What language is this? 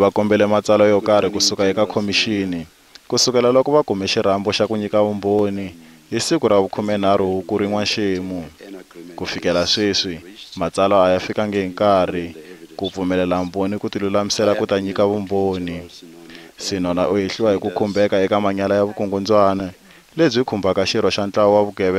Tsonga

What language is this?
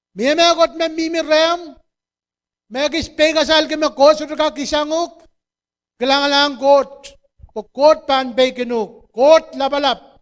Pohnpeian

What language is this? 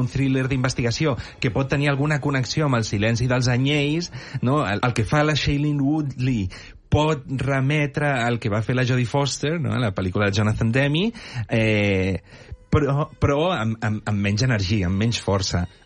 Catalan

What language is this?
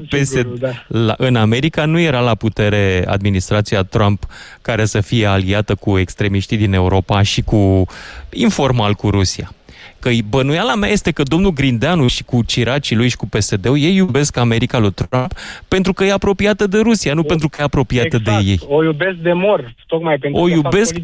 Romanian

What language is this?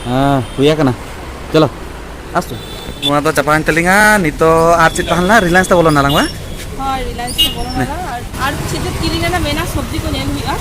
Santali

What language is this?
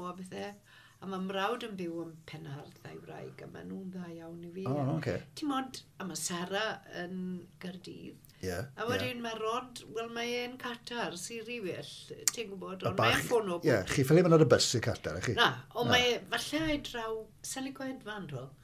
Welsh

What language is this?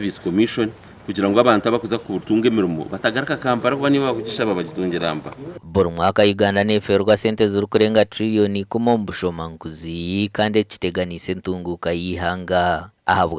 Nyankole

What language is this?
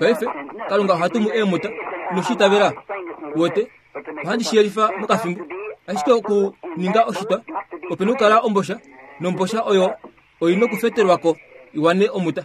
Kuanyama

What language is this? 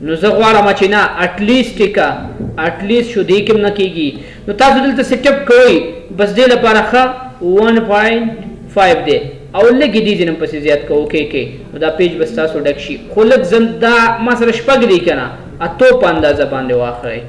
Pashto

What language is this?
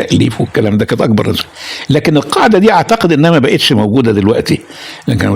Egyptian Arabic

